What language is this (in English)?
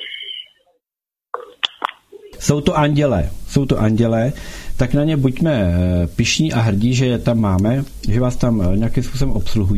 Czech